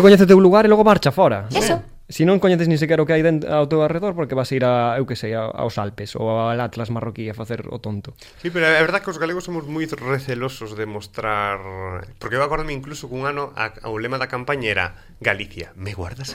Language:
Galician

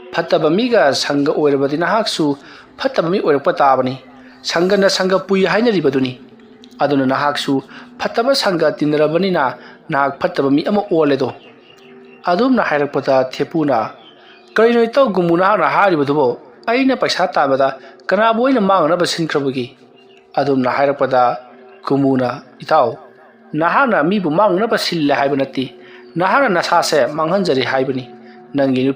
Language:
Manipuri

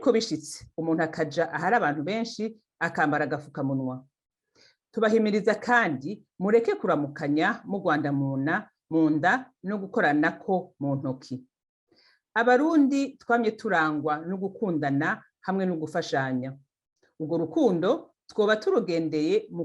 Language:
Rundi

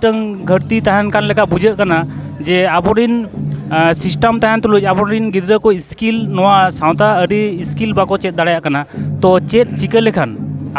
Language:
Santali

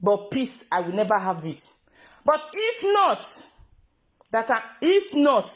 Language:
Nigerian Pidgin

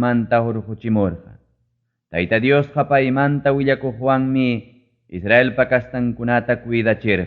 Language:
Ayacucho Quechua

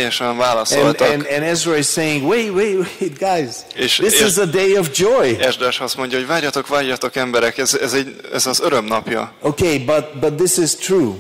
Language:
Hungarian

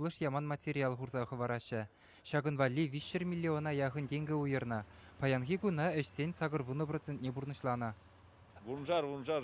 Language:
Chuvash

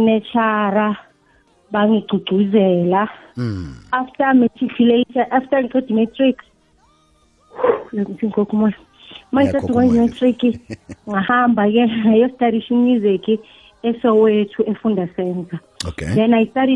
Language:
South Ndebele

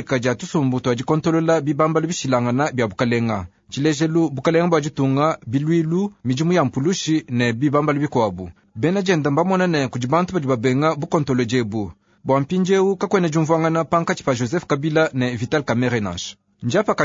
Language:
Luba-Lulua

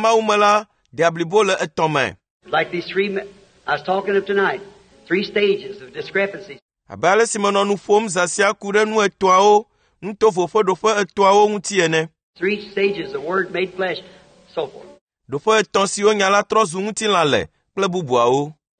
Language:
Ewe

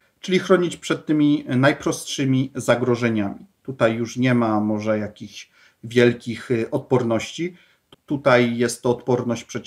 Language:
Polish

